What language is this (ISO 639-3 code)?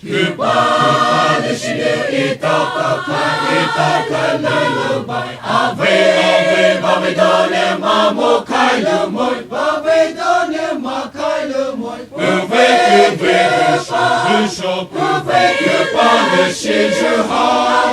pmx